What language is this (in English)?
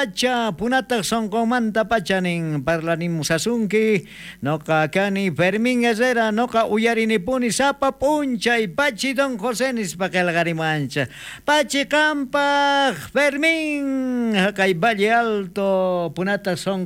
South Bolivian Quechua